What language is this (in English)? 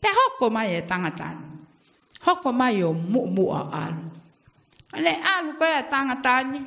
Tongan